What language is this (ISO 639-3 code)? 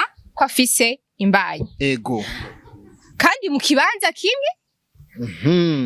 run